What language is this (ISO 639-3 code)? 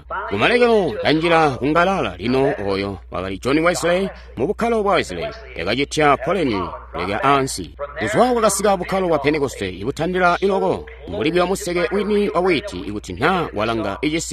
toi